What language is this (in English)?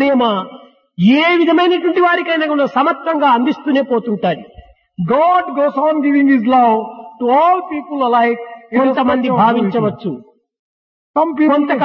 Telugu